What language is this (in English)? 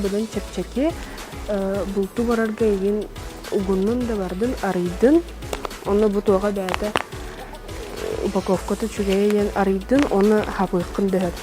Yakut